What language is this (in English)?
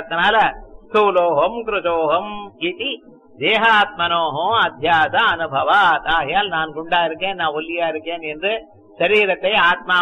Tamil